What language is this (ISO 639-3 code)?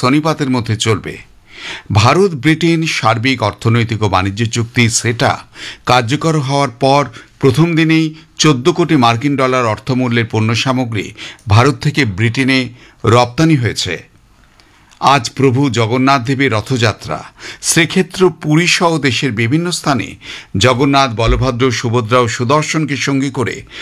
ben